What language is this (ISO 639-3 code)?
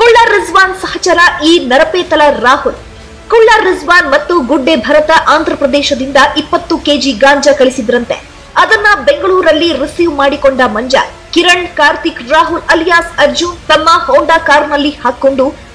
kan